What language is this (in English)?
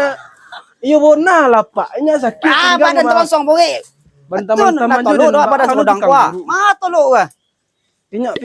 Minangkabau